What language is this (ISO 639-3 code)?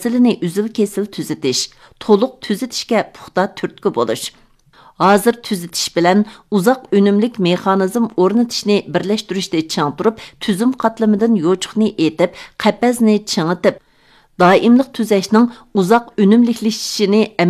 uig